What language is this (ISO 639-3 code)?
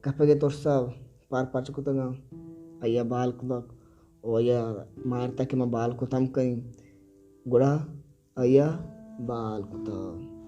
bal